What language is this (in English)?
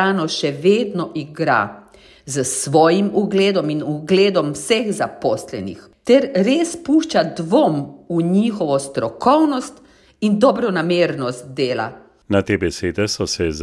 Slovenian